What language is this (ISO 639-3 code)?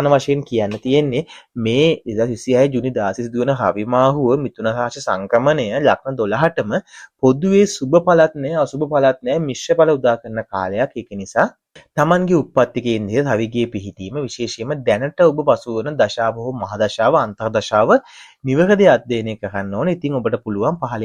sin